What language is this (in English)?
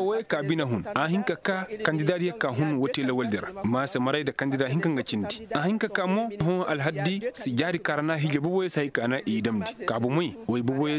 Koyraboro Senni